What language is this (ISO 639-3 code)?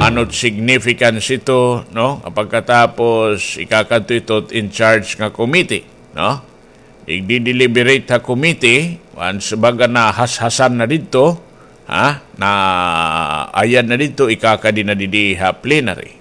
war